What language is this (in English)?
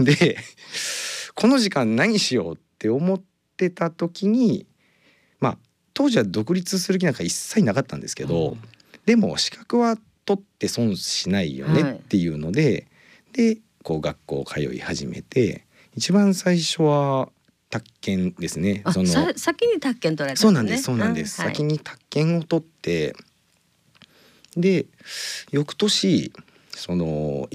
Japanese